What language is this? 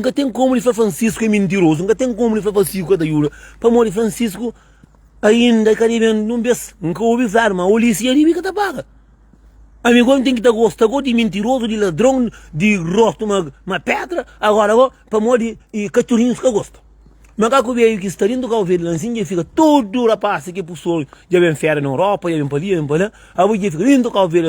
Kabuverdianu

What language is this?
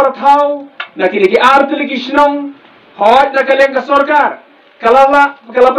Khasi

